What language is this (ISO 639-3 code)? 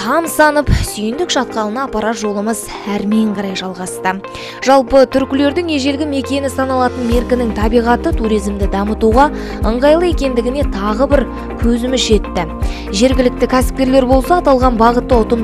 kaz